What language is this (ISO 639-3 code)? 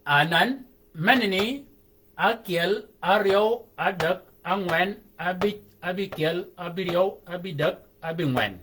shk